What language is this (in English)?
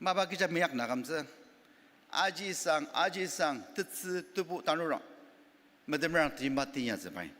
Ao Naga